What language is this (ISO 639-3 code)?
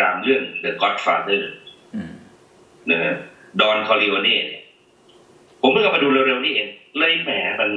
tha